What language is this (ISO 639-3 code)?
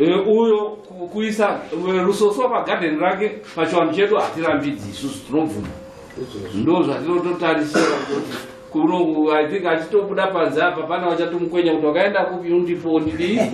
sna